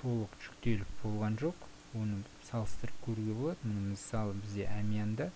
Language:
Kazakh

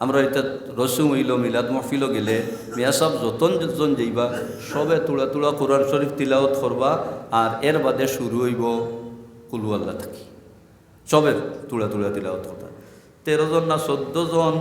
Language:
Sylheti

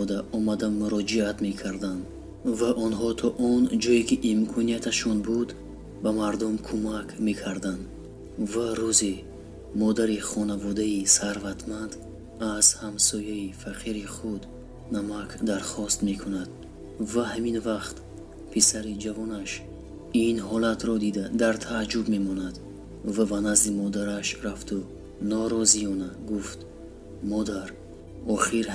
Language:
Tajik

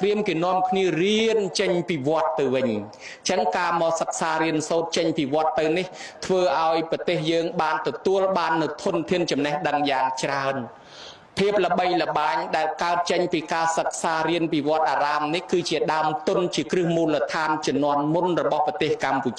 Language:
Khmer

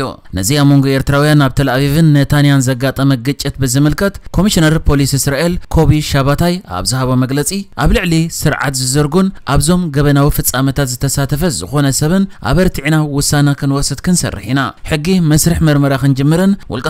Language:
Tigrinya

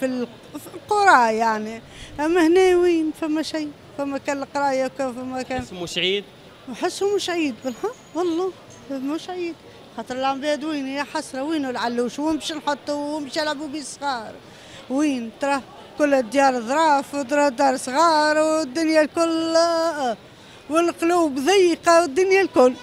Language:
Tunisian Arabic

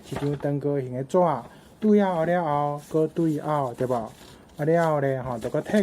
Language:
Min Nan Chinese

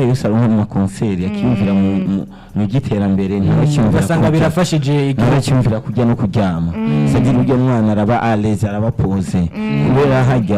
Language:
Rundi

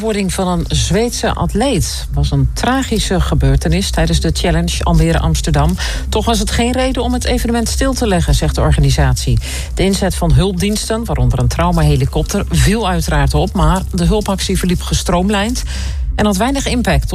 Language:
Dutch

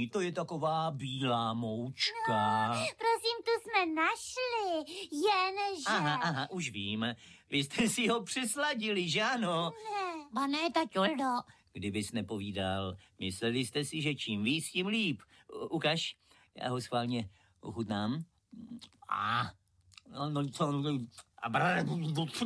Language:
Czech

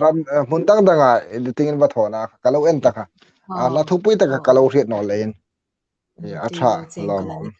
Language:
Hmar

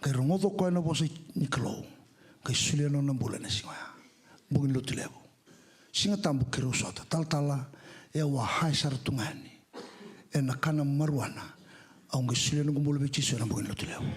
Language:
Fijian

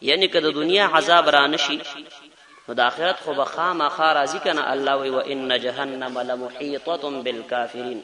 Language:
Pashto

